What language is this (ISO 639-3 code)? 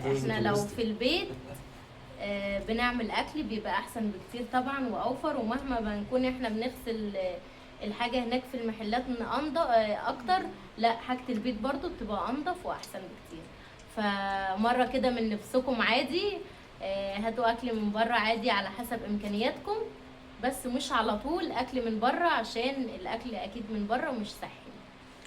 arz